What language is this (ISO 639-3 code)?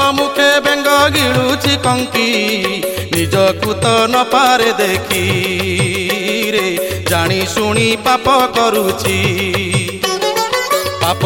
ori